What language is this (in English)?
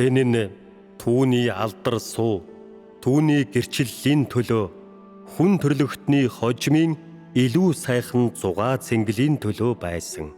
Mongolian